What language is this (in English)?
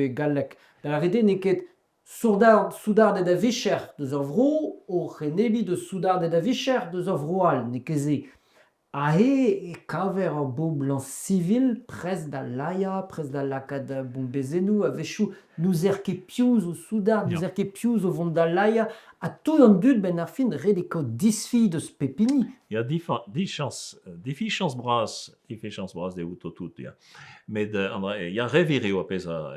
Breton